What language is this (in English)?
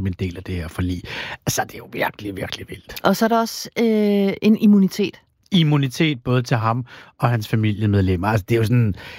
Danish